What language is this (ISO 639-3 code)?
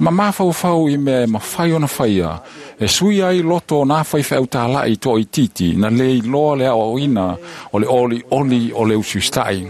smo